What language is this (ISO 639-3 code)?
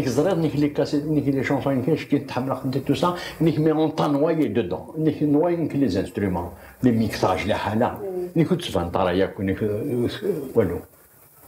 kab